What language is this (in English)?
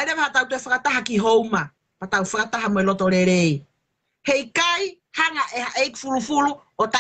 Tongan